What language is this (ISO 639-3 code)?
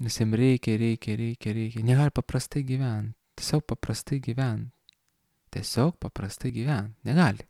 lit